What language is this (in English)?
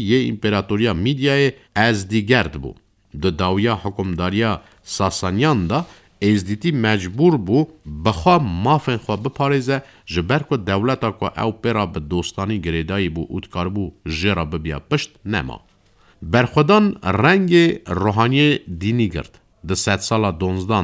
Kurdish